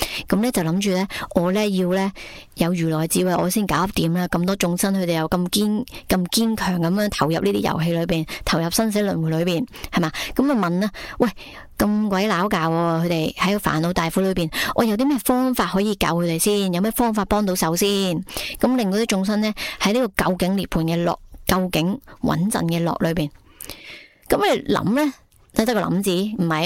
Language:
Cantonese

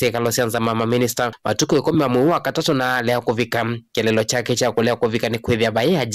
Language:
Kamba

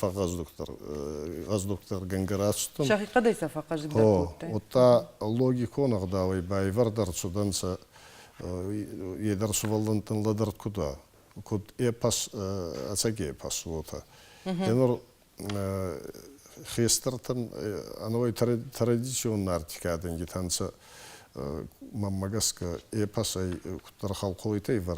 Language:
Ossetic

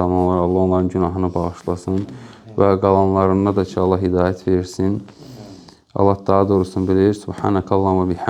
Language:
Azerbaijani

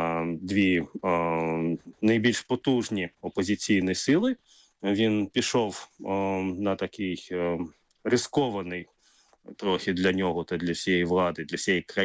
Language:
Ukrainian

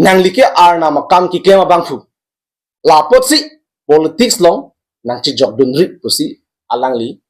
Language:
Karbi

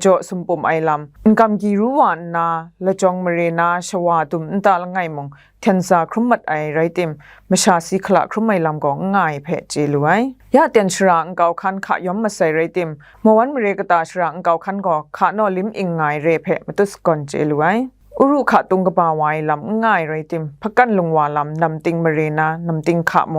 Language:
Kachin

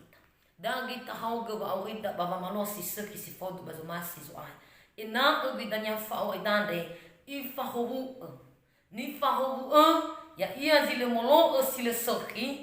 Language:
Nias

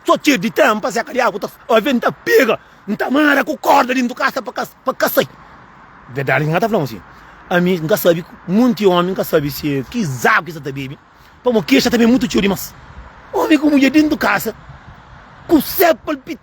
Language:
Kabuverdianu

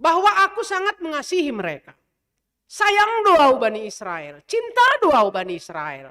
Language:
Batak Simalungun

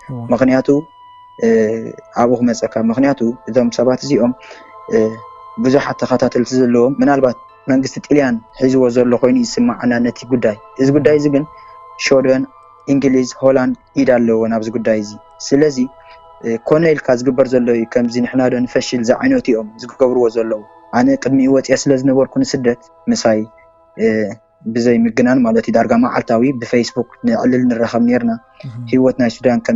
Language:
Tigrinya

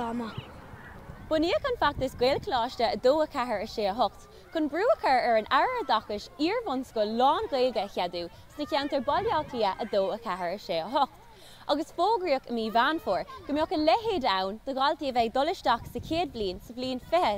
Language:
Irish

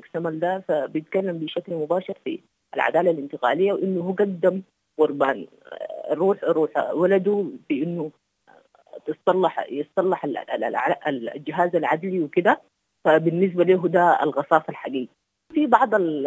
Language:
Sudanese Arabic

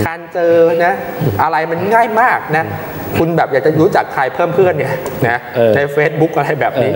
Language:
Thai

